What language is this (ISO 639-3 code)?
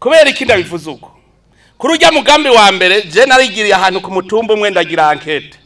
run